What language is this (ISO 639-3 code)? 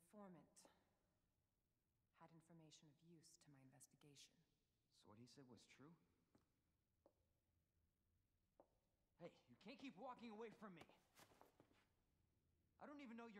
eng